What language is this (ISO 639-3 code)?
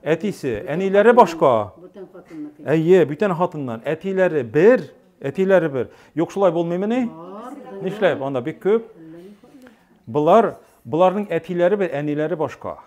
tat